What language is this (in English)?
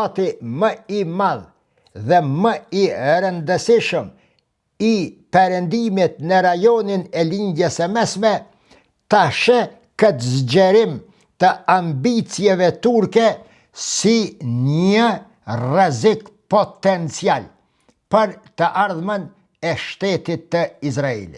Albanian